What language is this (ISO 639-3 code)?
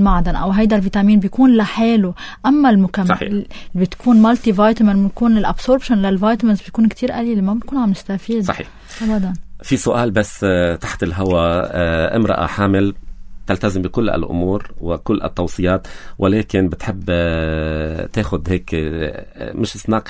apc